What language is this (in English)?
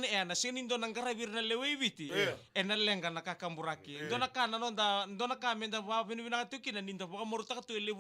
Fijian